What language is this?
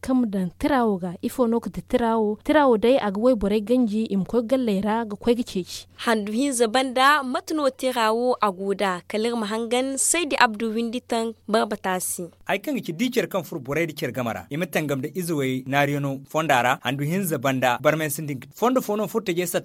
Zarma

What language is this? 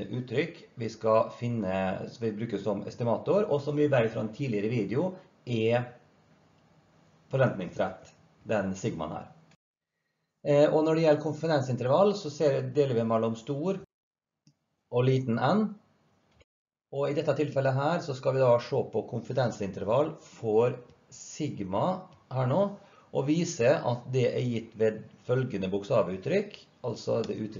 Norwegian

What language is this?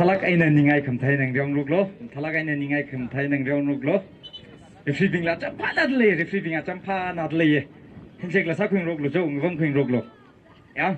Tangkhul Naga (India)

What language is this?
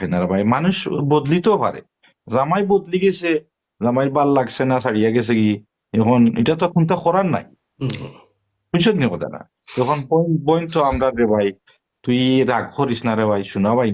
Sylheti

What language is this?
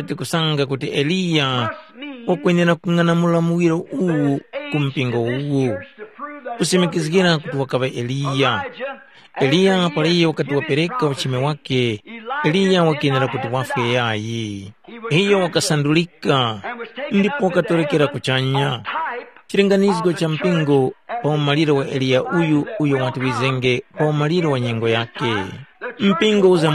Tumbuka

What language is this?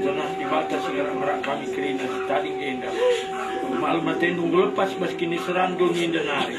Batak Karo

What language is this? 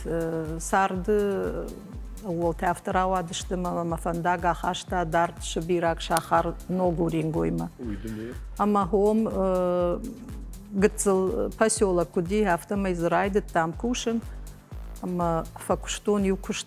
Ossetic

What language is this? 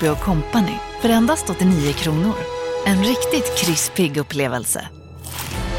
Swedish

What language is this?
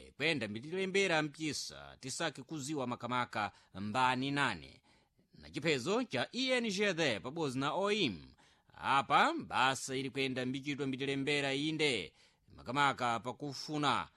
Sena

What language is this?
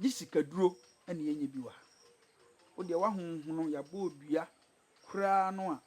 Akan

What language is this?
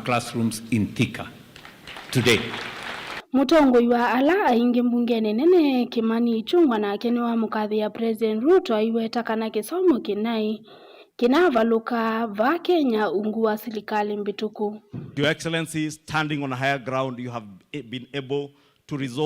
Kamba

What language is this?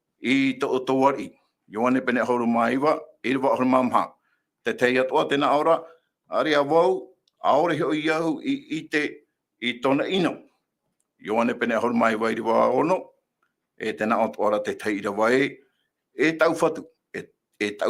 Tahitian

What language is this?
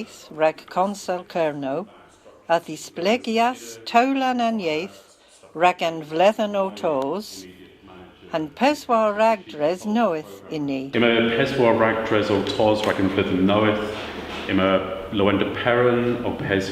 Cornish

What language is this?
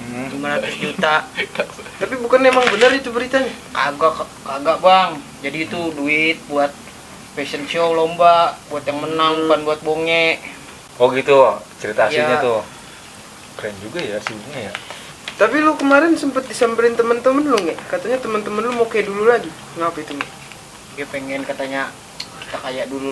Betawi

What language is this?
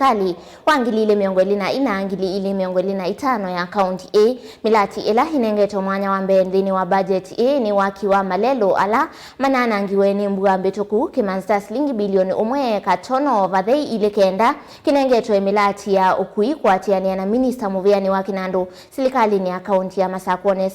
Kamba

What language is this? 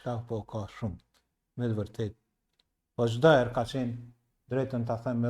Albanian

